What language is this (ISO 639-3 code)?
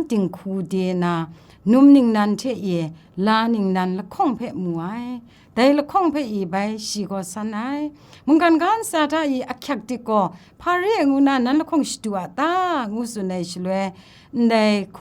kac